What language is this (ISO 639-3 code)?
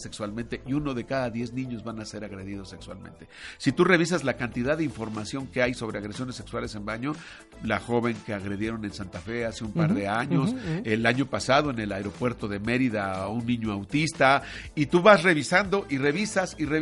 spa